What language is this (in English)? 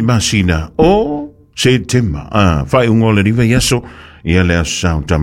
Samoan